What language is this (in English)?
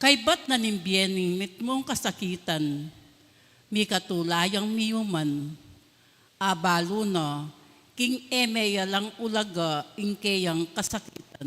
Pampanga